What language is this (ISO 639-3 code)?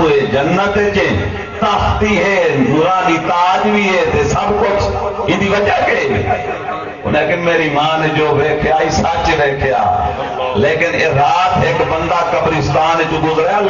skr